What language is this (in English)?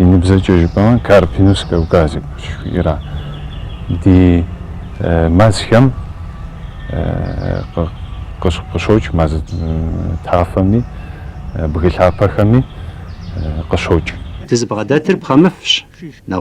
Kabardian